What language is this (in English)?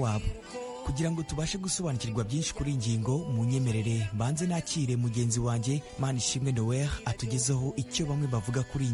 Kinyarwanda